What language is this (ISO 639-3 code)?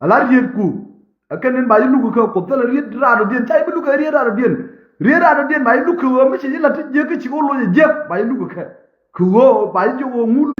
nus